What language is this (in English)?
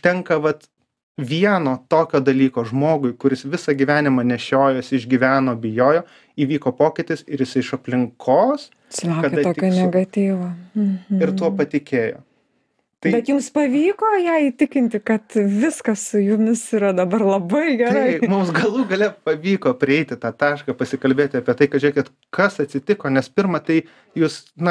Lithuanian